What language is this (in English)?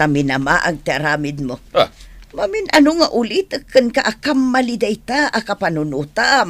Iloko